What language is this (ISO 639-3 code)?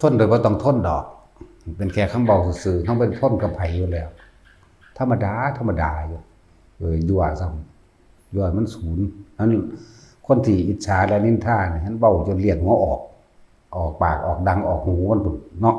tts